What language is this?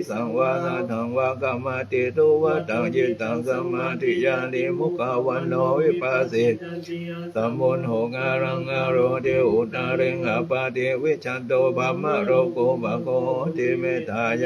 Pali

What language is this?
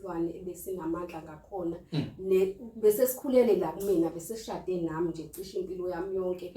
Zulu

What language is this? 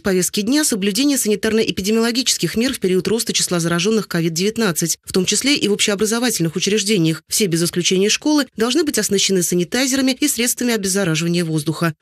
Russian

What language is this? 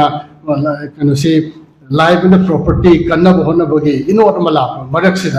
Manipuri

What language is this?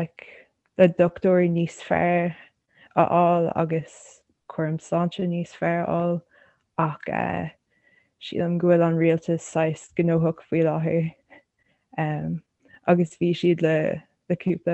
Irish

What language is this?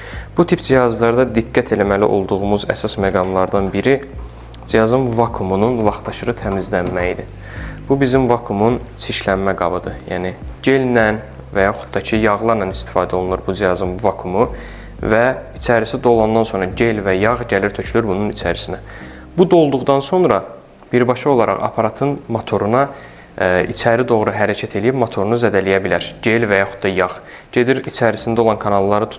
Azerbaijani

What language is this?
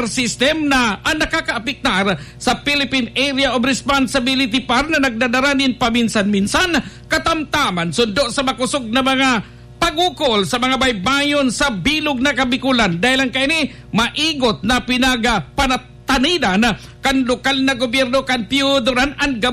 Bikol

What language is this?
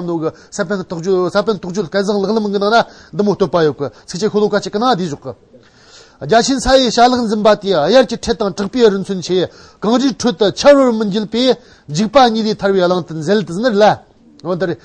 Amdo Tibetan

